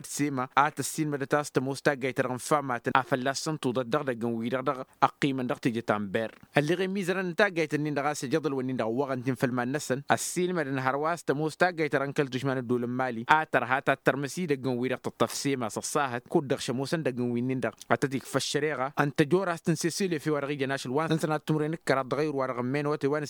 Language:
Tamasheq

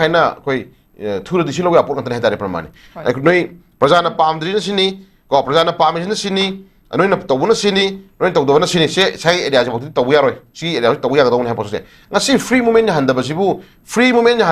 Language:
Manipuri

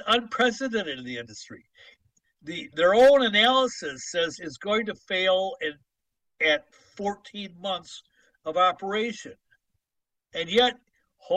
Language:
English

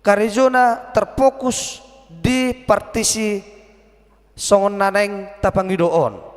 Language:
Batak Toba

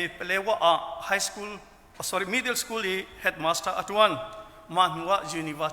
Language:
Hakha Chin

